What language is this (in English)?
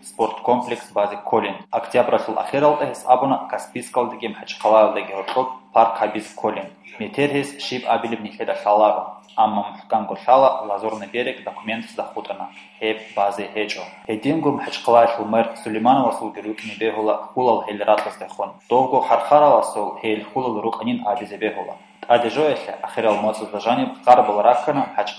Avaric